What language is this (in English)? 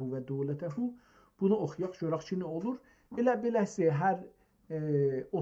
South Azerbaijani